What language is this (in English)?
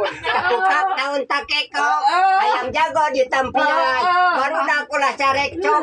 Sundanese